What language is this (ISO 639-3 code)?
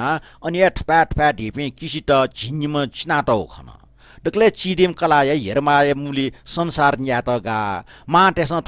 new